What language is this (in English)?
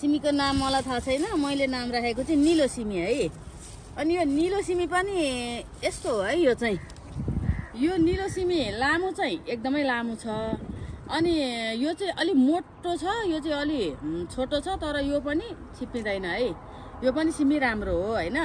Nepali